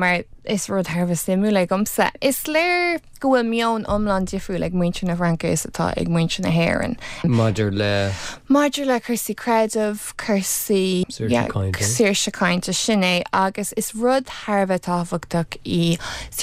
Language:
Irish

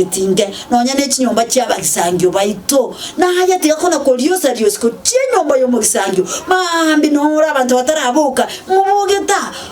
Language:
Gusii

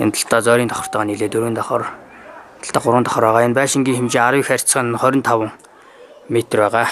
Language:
Mongolian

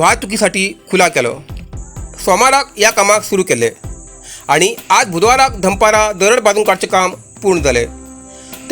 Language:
Konkani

